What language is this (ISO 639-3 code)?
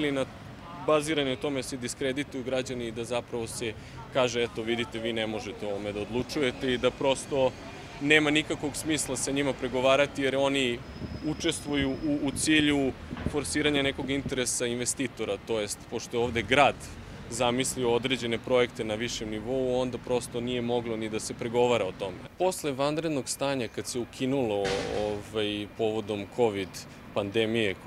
srp